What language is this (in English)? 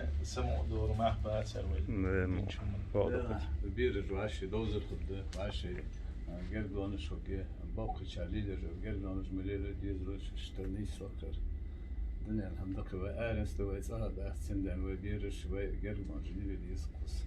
Chechen